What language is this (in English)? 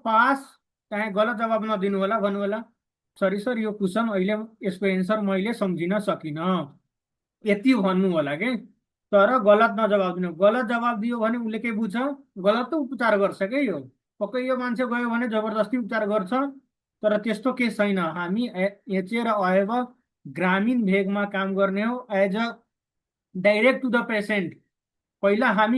Nepali